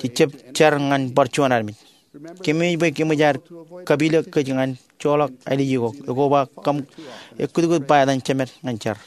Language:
Marshallese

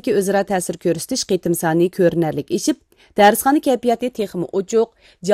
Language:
Uyghur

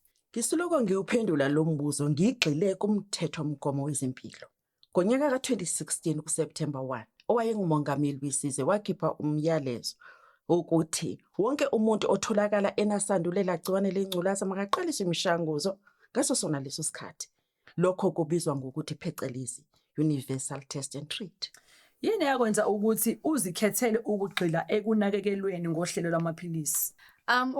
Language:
Zulu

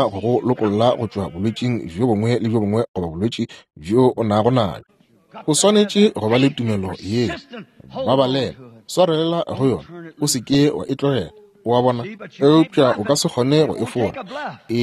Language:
Northern Sotho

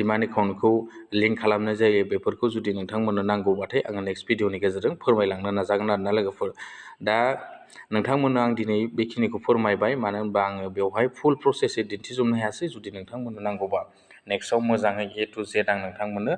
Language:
Bodo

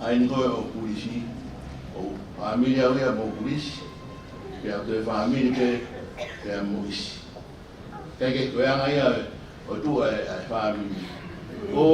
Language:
Tongan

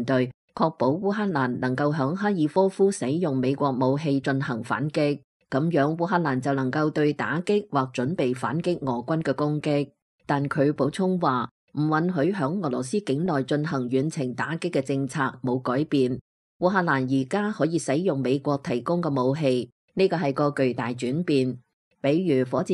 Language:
Cantonese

